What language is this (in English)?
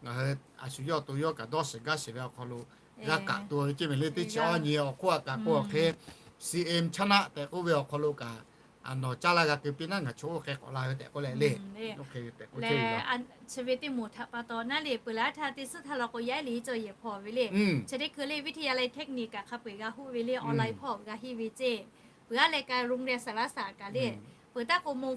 Lahu